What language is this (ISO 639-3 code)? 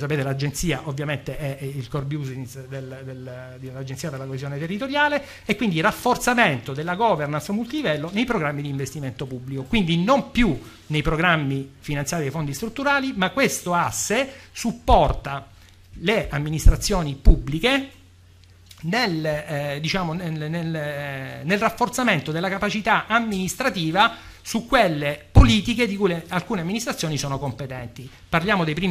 ita